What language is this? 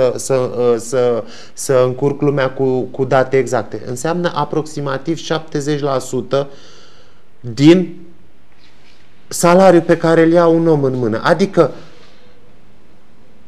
Romanian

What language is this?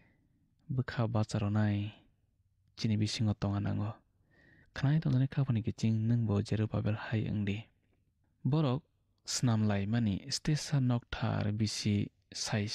Kok Borok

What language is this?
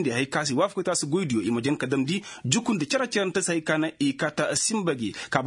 Koyraboro Senni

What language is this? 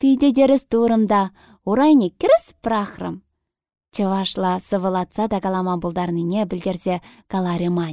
Chuvash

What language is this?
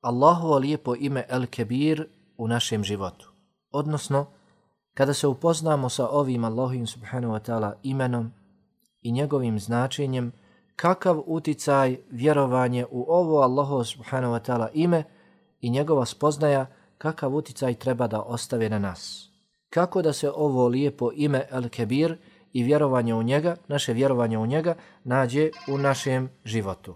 Bosnian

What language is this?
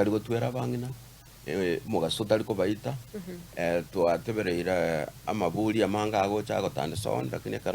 Gusii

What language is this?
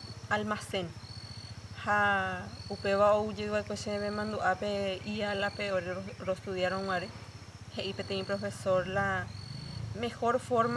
Guarani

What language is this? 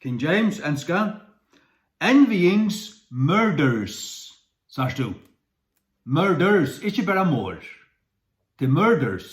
Faroese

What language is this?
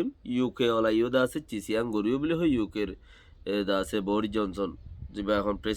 Rohingya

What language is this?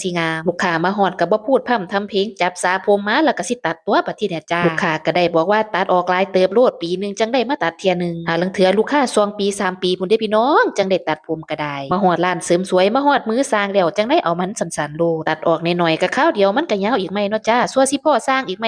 Northeastern Thai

